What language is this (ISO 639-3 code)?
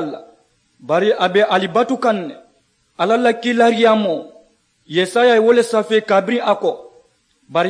man